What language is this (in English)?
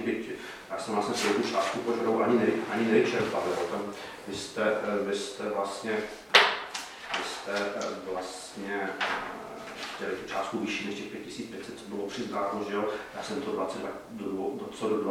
Czech